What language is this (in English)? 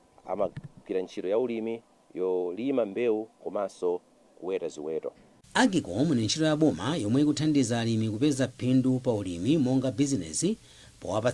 Nyanja